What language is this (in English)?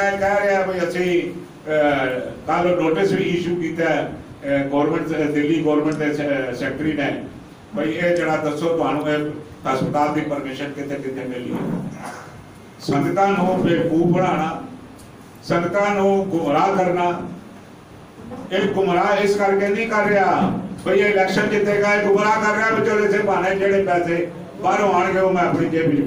Punjabi